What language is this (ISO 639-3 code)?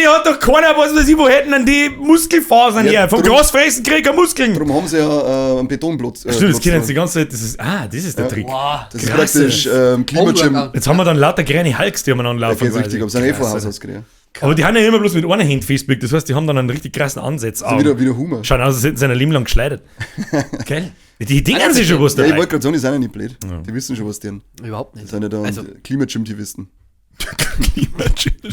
bar